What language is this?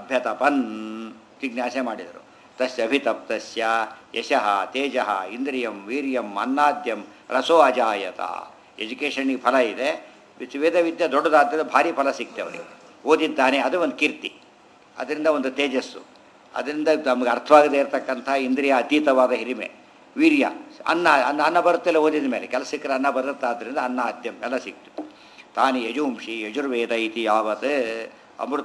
Kannada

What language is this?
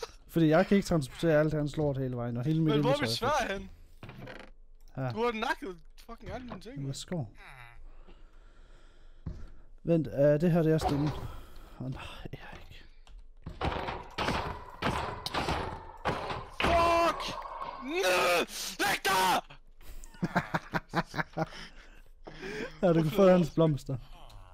Danish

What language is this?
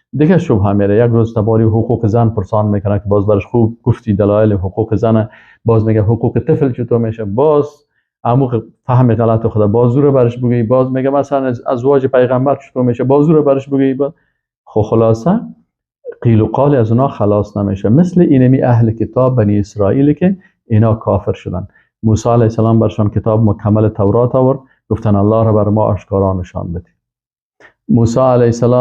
Persian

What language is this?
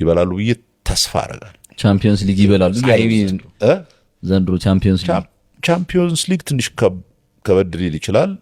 Amharic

